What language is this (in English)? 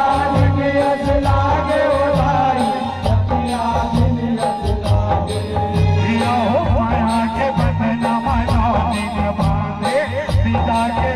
Chhattisgarhi